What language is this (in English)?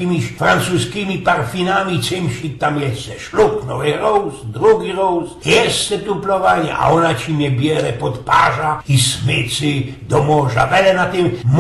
Silesian